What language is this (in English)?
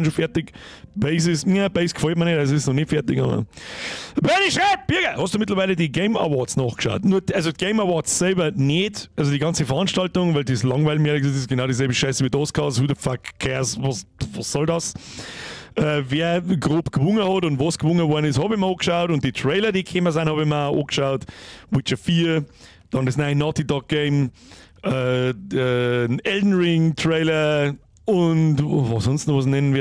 Bavarian